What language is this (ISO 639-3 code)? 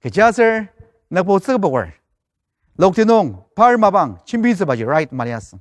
njo